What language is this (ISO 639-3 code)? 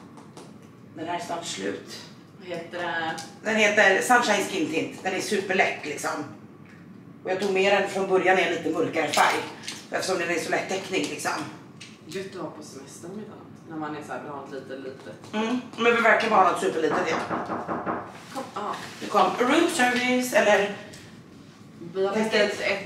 swe